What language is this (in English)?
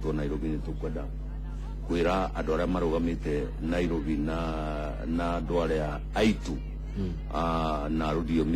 Kikuyu